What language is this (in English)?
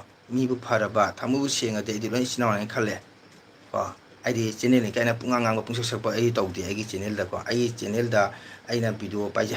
Manipuri